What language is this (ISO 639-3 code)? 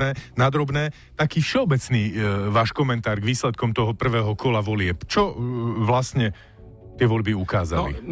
slk